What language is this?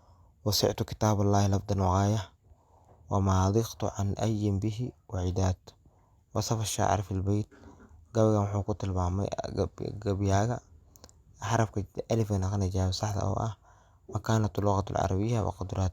Somali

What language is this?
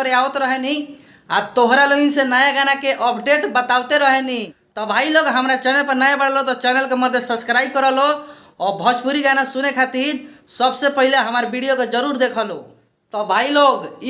Bhojpuri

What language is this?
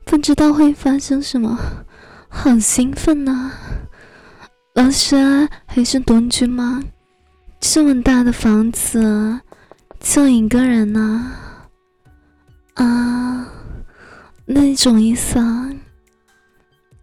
Chinese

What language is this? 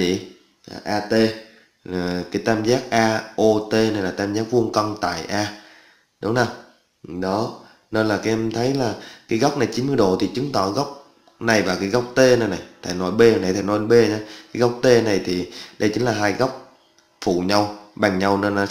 Vietnamese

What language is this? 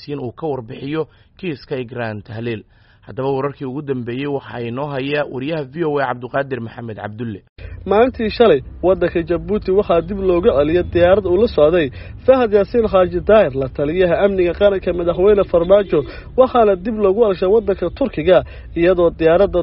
Somali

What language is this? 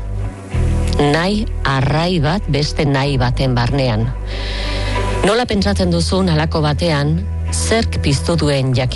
Basque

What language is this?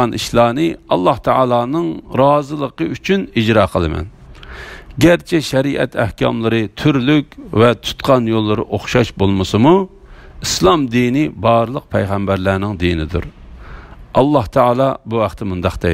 Uyghur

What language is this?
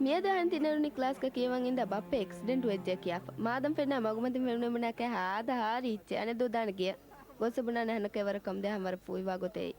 Divehi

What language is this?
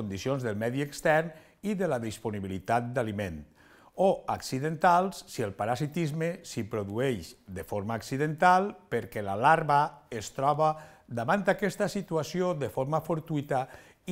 Catalan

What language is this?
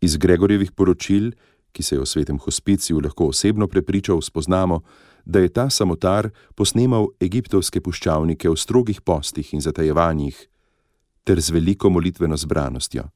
Slovenian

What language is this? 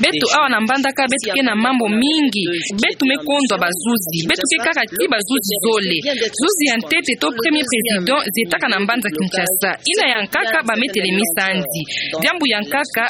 Kituba (Democratic Republic of Congo)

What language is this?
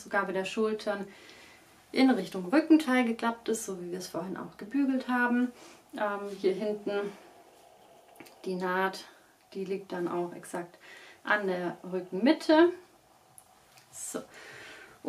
German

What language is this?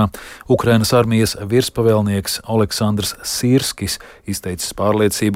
Latvian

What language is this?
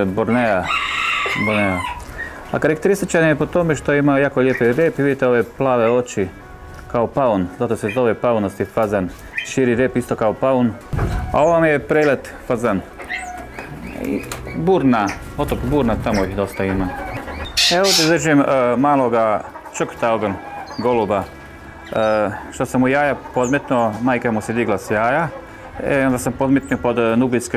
Croatian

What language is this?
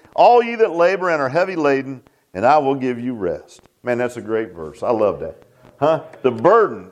English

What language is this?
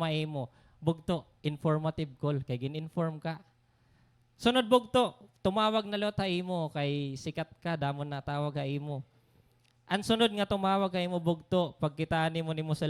Waray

